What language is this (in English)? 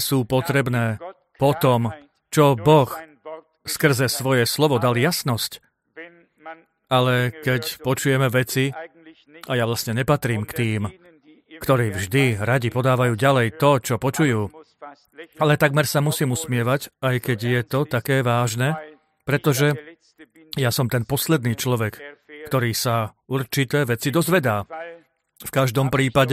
Slovak